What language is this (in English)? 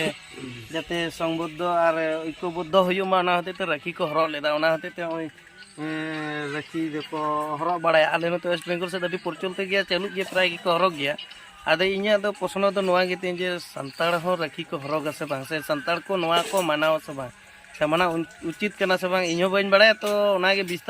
Santali